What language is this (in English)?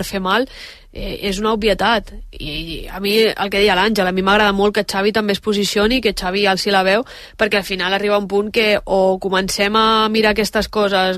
Catalan